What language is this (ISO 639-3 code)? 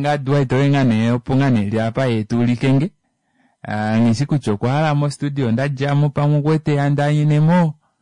kua